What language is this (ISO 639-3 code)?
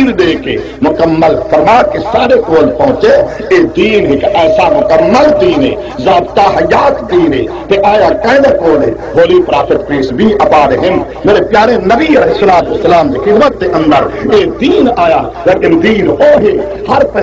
skr